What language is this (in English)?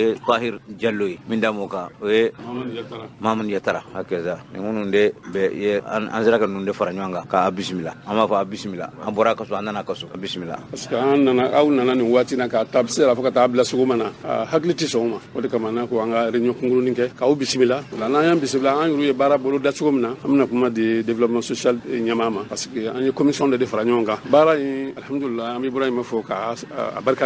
Bambara